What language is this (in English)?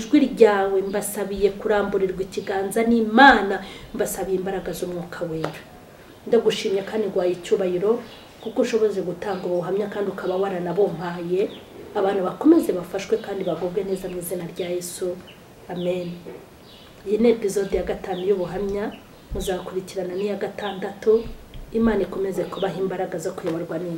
Kinyarwanda